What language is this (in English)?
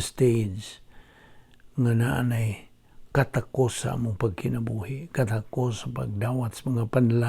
Cebuano